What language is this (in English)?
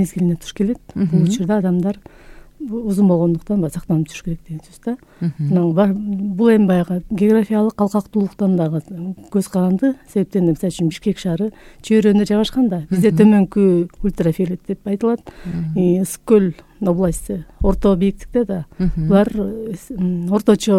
Kyrgyz